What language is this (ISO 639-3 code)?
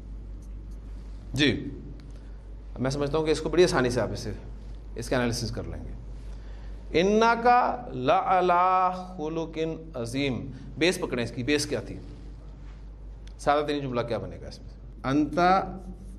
urd